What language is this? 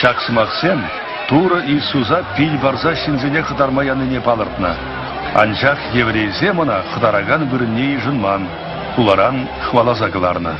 Chuvash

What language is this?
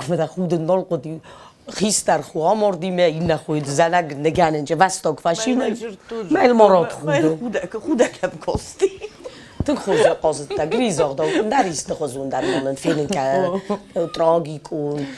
Ossetic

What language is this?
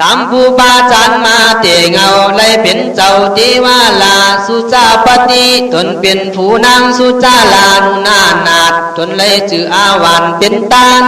Khün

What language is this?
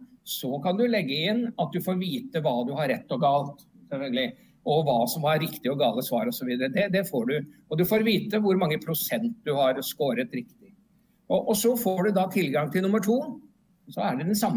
Norwegian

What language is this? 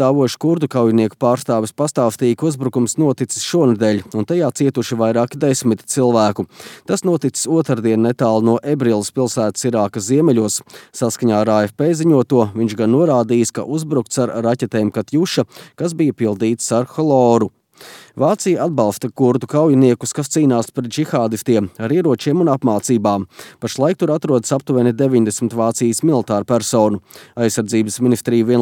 Latvian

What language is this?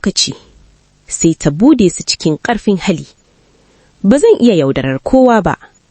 Hausa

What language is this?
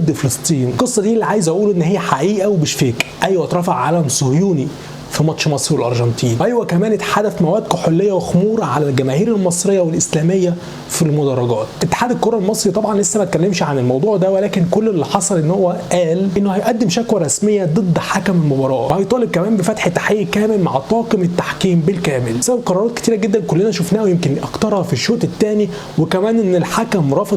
Egyptian Arabic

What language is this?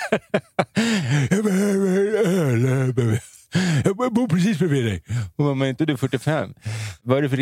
Swedish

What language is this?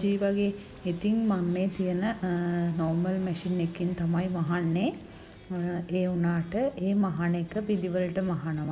Sinhala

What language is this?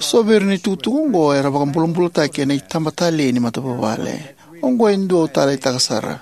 Fijian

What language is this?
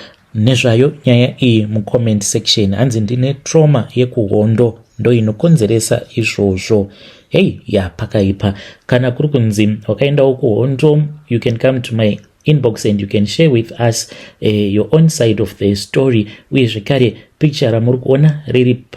Shona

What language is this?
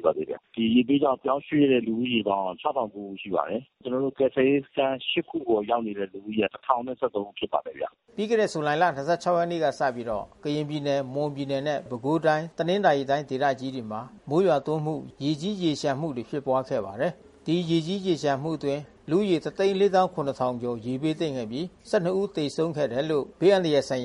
Burmese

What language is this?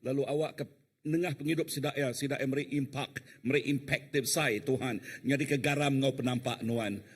Iban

